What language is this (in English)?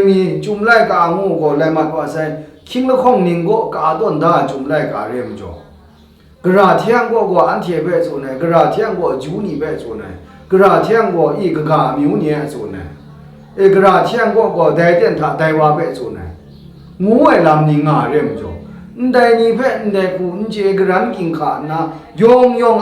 Kachin